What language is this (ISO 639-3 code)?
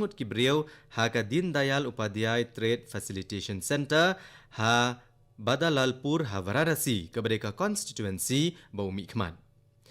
kha